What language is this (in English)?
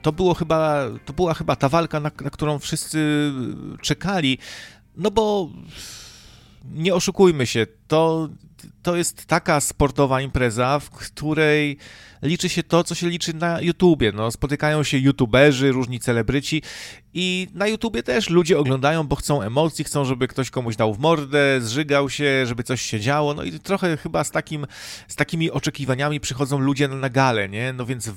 Polish